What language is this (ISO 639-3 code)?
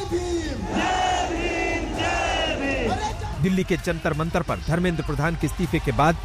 hin